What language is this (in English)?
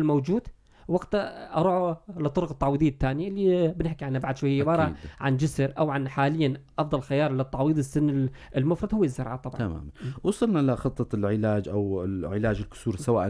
North Levantine Arabic